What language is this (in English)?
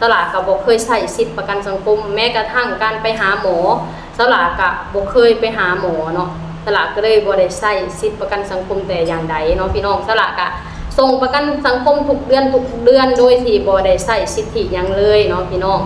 Lao